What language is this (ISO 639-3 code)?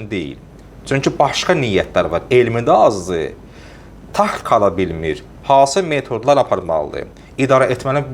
aze